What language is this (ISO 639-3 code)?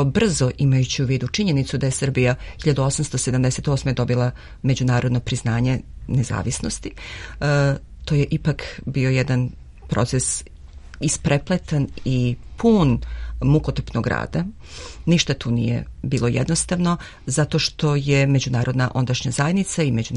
srp